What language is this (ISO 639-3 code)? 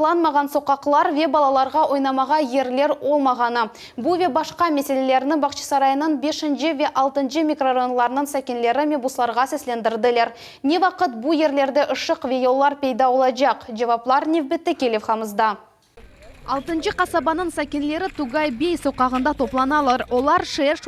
crh